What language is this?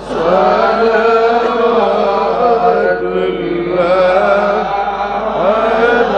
Sylheti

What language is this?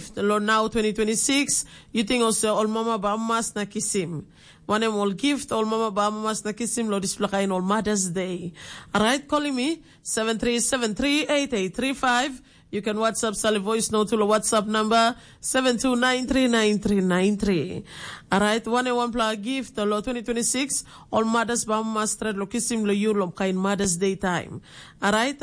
Tok Pisin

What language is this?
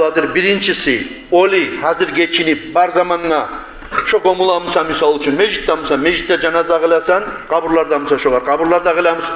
Kumyk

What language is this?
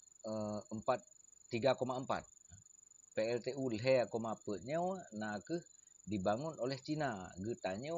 Achinese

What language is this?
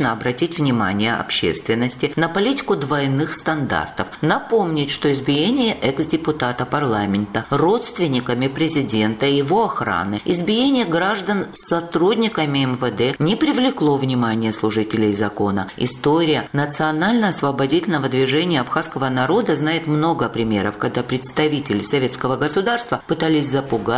Russian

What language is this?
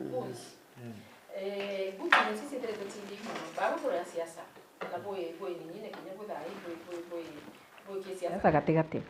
Meru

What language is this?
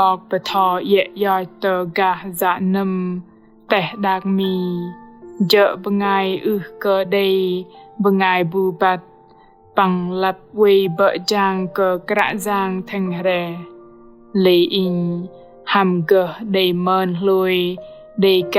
Bahnar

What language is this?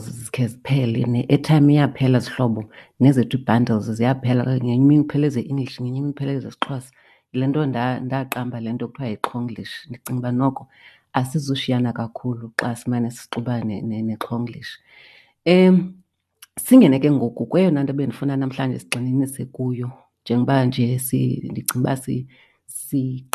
Xhosa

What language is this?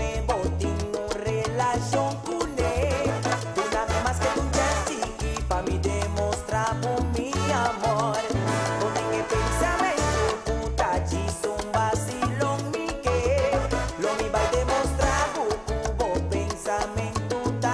Papiamento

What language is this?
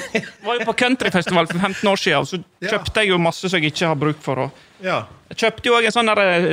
Norwegian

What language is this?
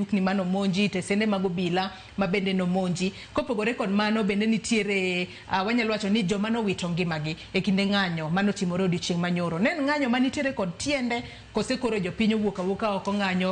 Luo (Kenya and Tanzania)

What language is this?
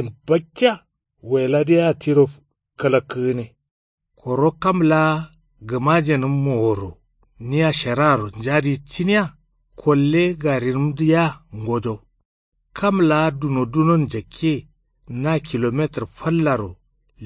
Kanuri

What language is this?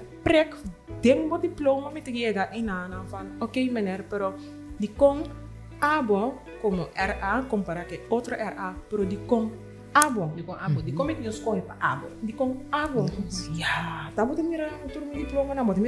Papiamento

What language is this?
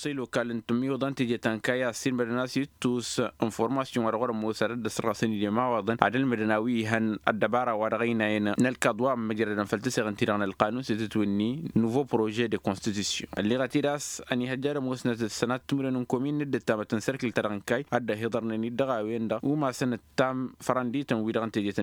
Tamasheq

